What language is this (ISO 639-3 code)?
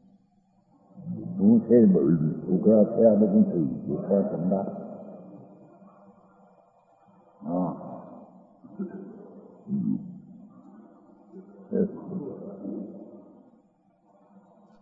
guj